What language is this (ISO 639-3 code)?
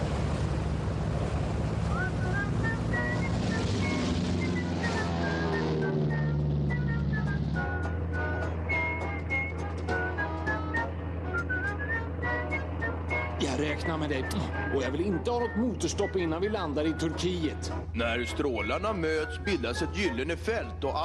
swe